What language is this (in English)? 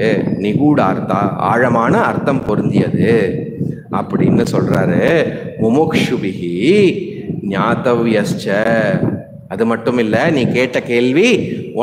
Tamil